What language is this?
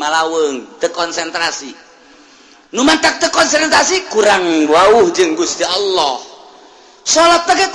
Sundanese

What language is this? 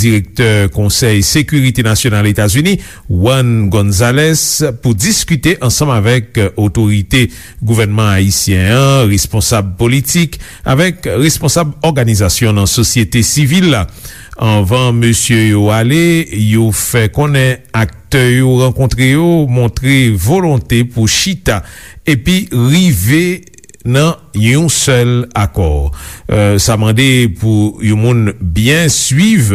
Haitian Creole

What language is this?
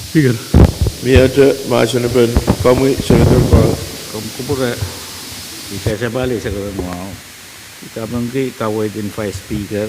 Pohnpeian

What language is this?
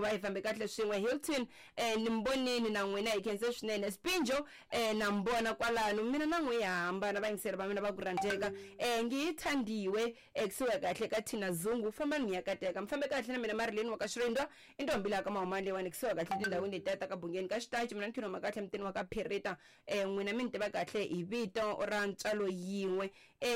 Tsonga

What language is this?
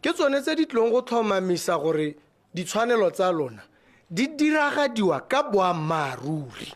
Tswana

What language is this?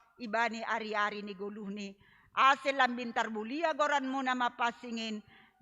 Batak Simalungun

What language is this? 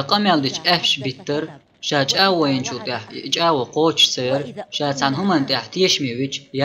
Chechen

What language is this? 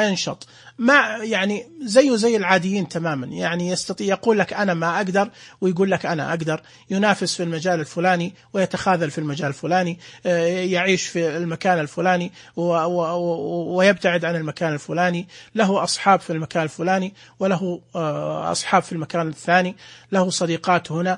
Najdi Arabic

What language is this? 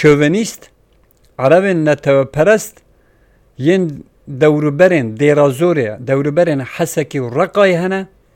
Kurdish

